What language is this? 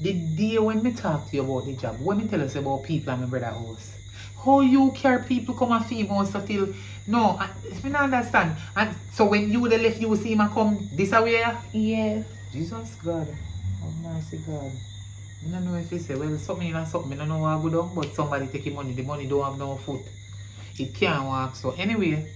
Jamaican Creole English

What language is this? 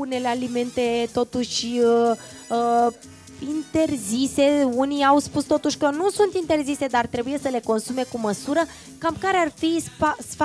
Romanian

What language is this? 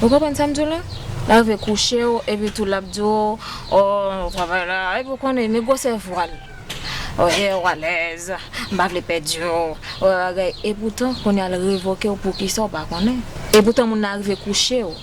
Haitian Creole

